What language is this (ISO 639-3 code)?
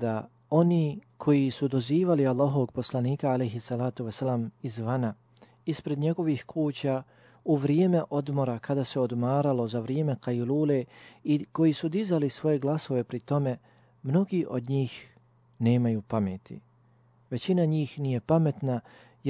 bos